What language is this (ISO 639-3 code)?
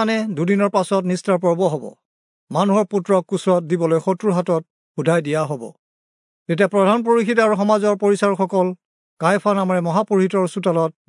asm